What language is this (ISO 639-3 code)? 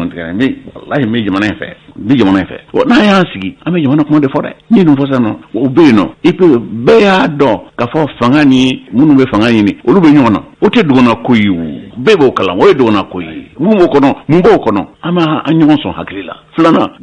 bam